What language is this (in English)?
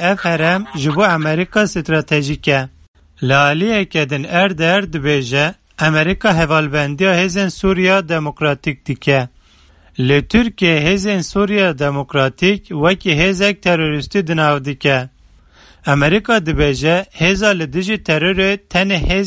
Kurdish